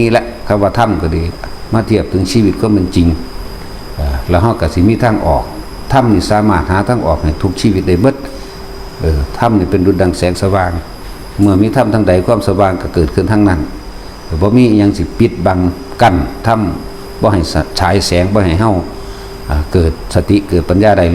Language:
Northeastern Thai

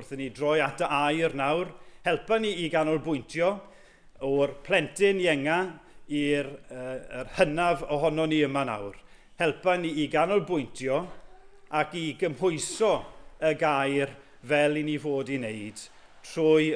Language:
Welsh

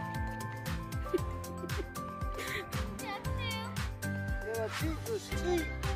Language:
Danish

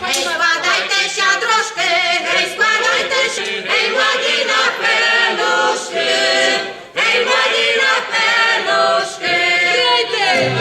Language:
Rusyn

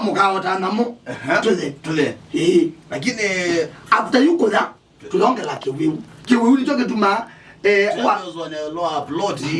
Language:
Kamba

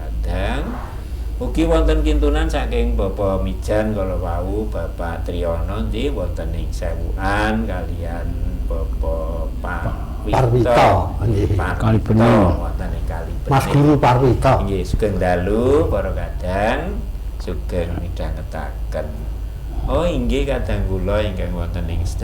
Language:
Javanese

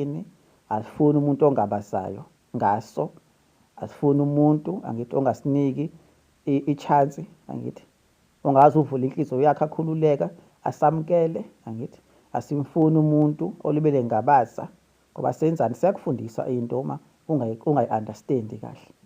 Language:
Zulu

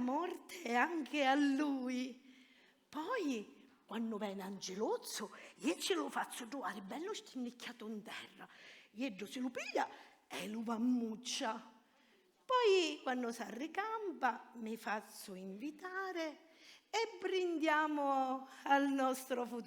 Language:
Sicilian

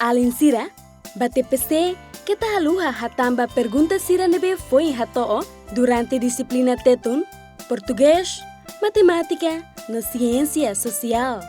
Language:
Tetum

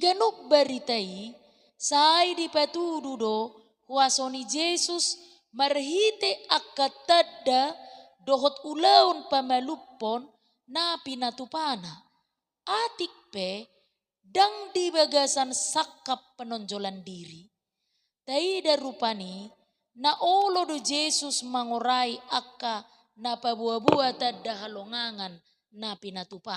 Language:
Batak Toba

